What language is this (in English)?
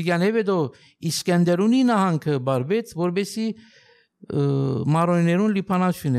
Armenian